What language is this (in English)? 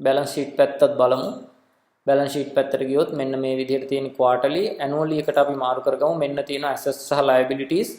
Sinhala